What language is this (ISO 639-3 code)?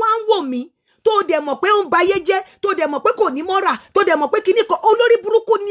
yor